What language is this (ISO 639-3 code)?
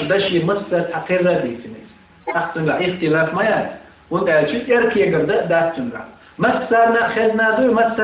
che